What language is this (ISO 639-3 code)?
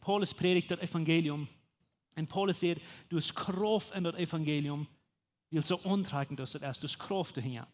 pdt